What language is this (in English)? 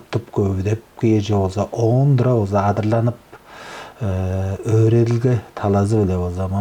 Tuvinian